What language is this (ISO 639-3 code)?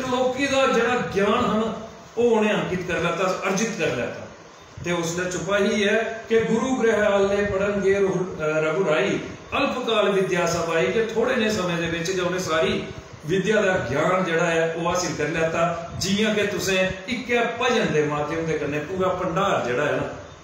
doi